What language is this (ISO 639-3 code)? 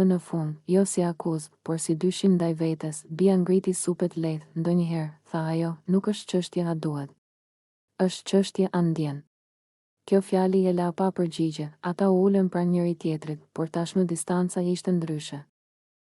sqi